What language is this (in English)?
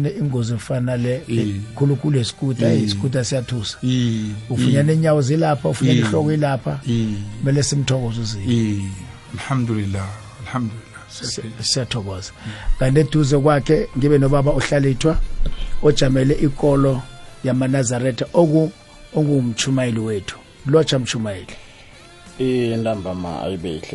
South Ndebele